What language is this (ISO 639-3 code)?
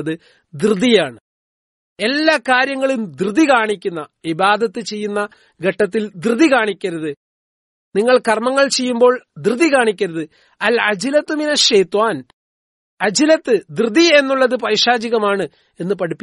mal